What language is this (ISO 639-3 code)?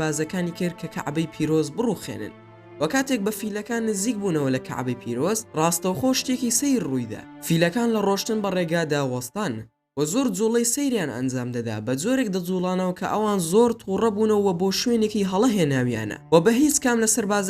ckb